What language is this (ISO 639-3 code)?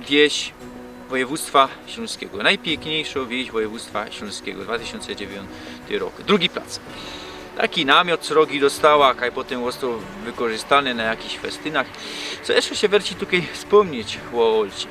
szl